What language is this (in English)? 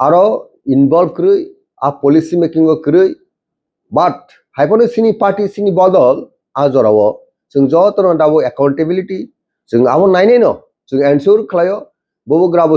Kok Borok